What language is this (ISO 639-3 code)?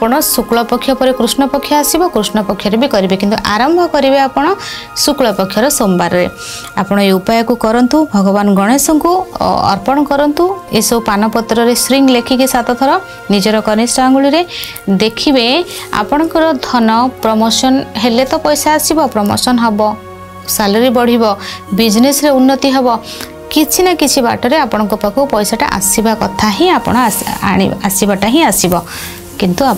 ori